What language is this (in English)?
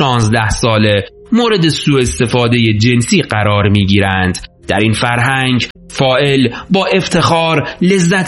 Persian